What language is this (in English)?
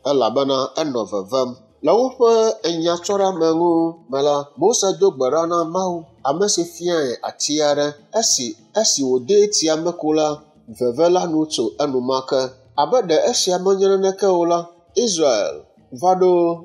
Ewe